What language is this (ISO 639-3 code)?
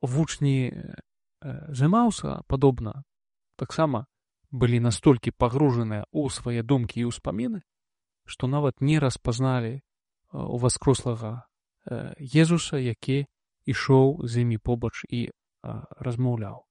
bel